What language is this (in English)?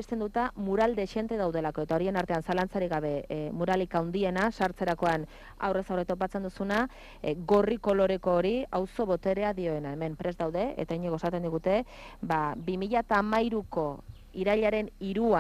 Basque